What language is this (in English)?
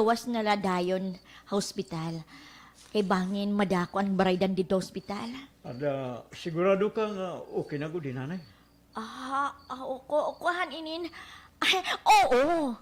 Waray